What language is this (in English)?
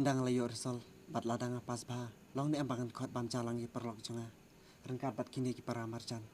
Khasi